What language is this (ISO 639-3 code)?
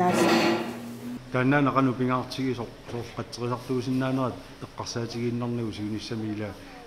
kal